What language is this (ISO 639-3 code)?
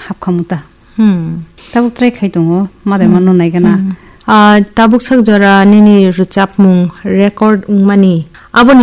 trp